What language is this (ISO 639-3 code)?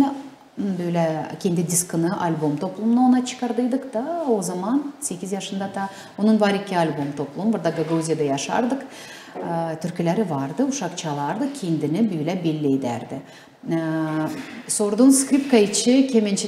gag